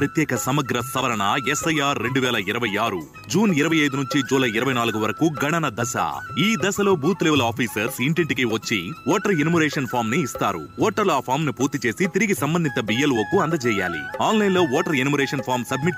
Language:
Telugu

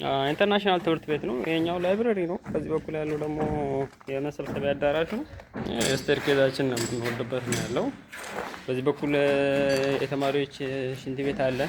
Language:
Amharic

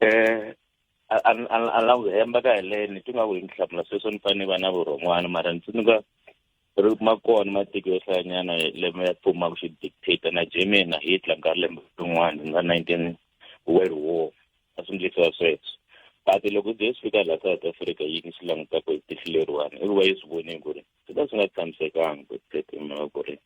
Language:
Tsonga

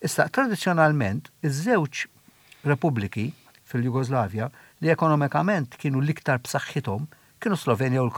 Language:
Maltese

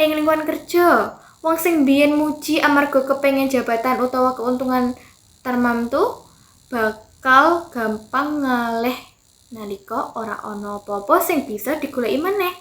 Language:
Javanese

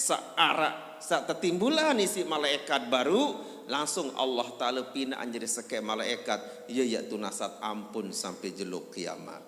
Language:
Sasak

